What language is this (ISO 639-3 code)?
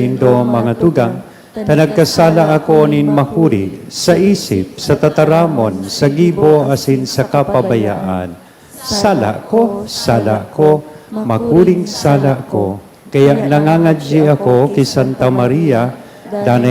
bik